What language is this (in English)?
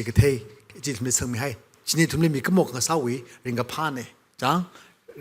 Tangkhul Naga (India)